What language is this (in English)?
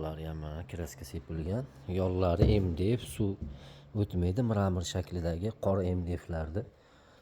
Uzbek